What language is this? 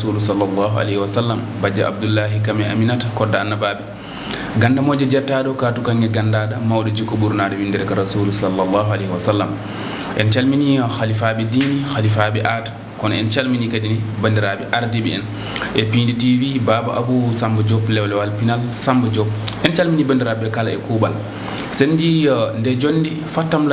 Fula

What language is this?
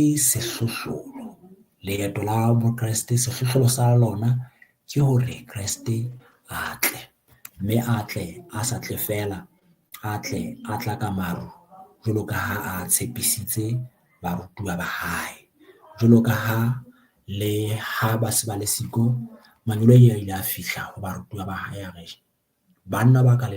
Southern Sotho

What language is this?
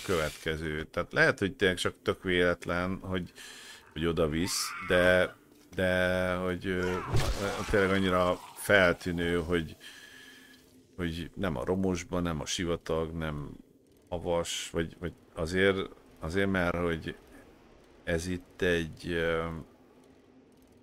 Hungarian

